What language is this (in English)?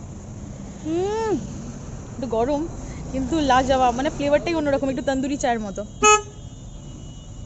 Bangla